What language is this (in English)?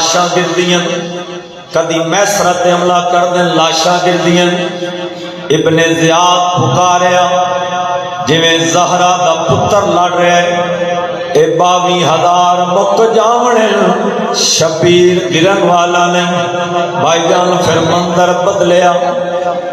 Saraiki